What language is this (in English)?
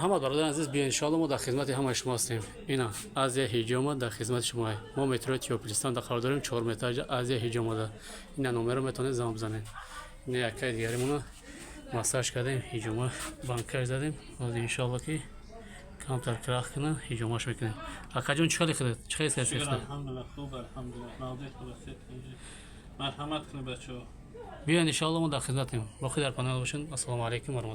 Tajik